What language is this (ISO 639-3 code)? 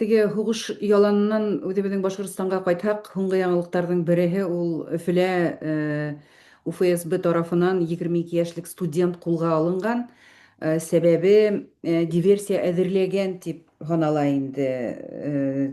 bak